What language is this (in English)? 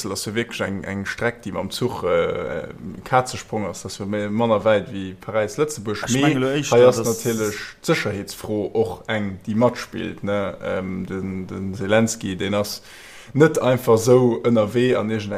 Luxembourgish